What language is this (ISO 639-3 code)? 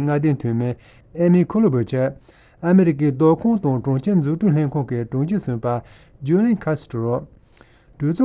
bod